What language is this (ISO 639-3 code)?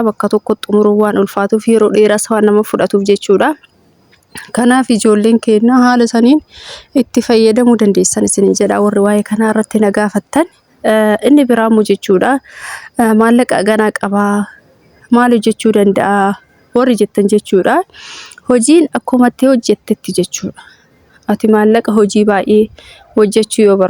orm